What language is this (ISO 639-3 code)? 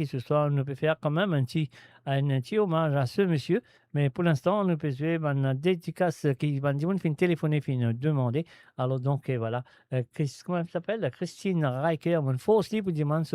mfe